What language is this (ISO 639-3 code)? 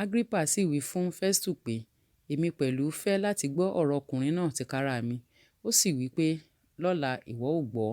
yor